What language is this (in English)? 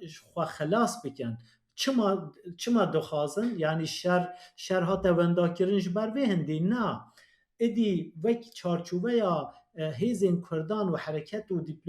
Kurdish